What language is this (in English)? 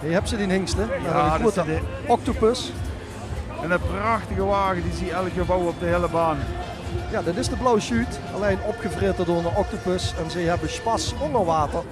Limburgish